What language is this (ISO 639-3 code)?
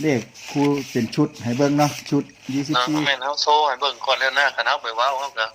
tts